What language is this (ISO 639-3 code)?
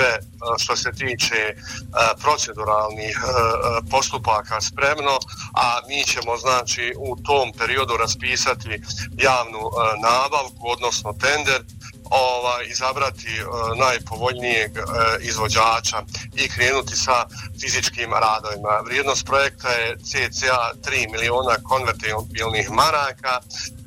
bos